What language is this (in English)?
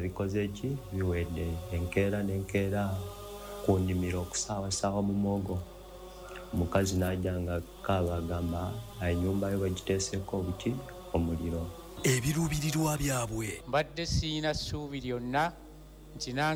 Ganda